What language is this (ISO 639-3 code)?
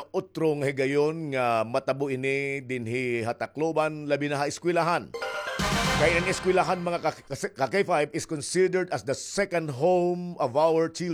war